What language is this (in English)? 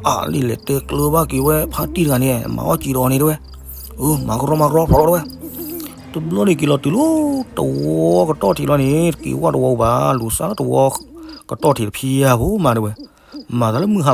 S'gaw Karen